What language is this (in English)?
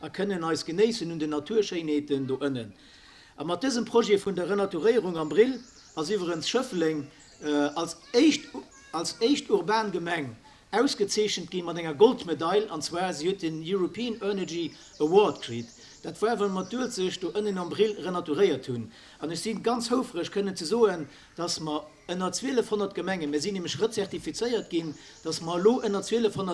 Luxembourgish